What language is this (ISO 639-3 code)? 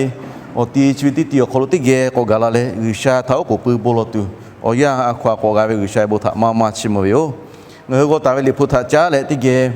lhu